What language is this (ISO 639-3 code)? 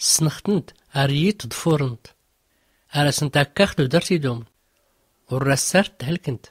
shi